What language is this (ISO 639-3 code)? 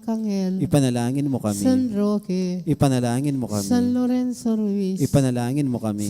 pam